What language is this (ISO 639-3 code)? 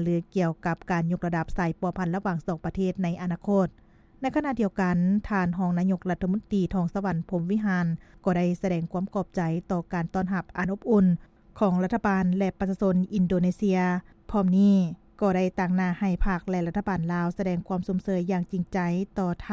lao